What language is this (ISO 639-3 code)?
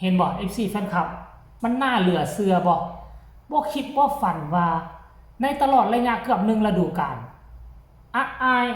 tts